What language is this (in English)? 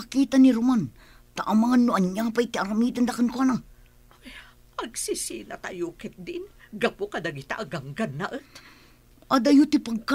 Iloko